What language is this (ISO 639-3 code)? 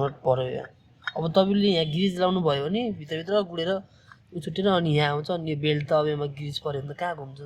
nep